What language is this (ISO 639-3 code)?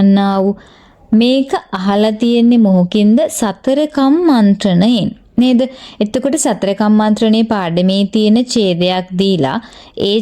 sin